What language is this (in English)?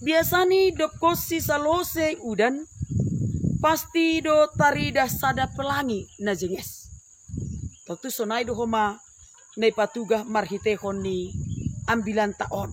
Batak Simalungun